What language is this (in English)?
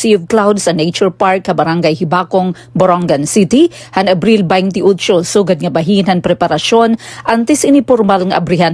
Waray